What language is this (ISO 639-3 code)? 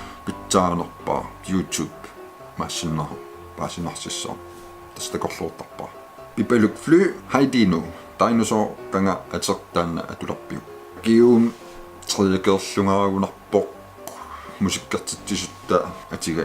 kal